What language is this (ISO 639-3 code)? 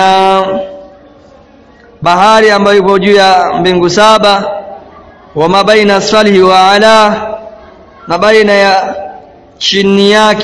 swa